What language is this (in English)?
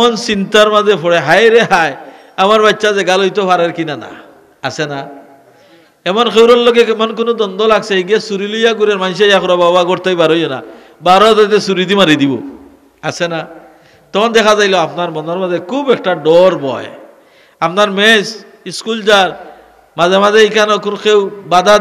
Sylheti